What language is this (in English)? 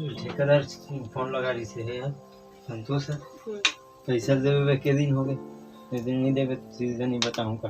Chhattisgarhi